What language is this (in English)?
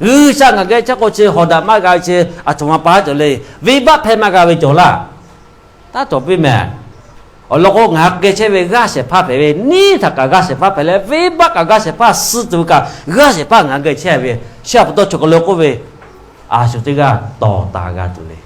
Lahu